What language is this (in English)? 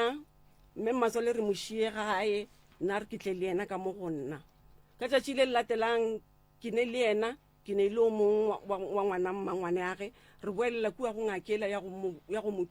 Northern Sotho